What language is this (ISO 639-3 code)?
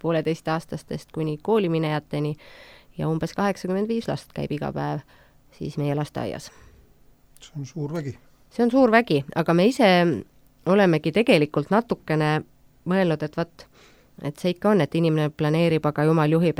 est